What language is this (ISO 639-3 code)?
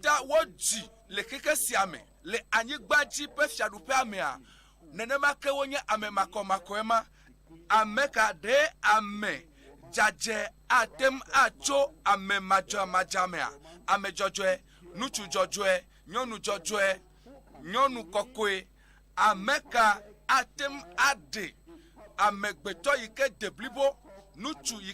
ewe